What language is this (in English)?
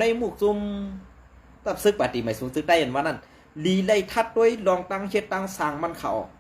Shan